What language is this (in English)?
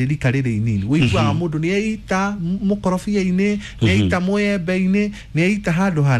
Kikuyu